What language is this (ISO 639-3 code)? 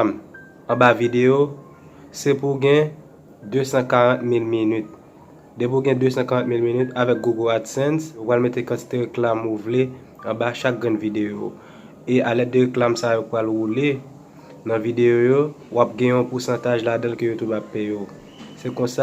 hat